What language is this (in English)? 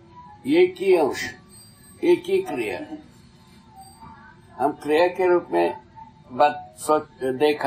Hindi